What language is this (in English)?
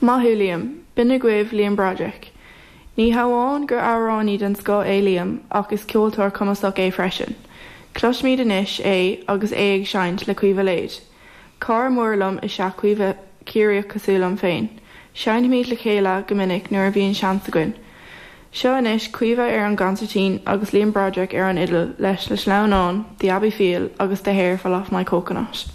Irish